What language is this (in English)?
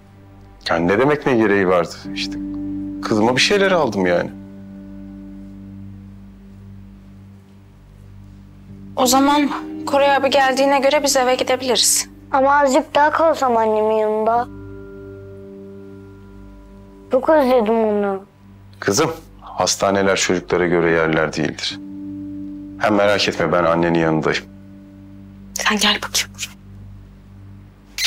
Turkish